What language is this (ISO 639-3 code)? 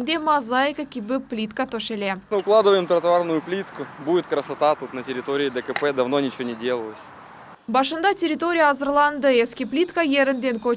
crh